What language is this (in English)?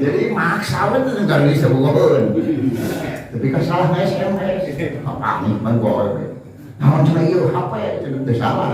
Sundanese